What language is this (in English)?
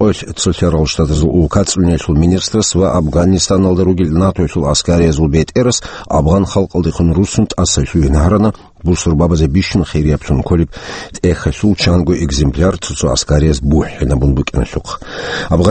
Avaric